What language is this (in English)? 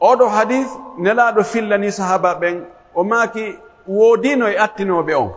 Pular